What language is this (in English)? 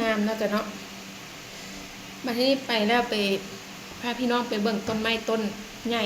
Lao